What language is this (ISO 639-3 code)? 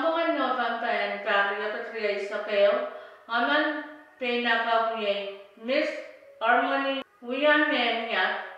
pon